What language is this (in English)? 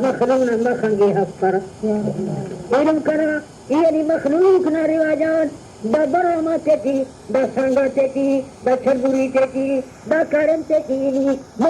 Brahui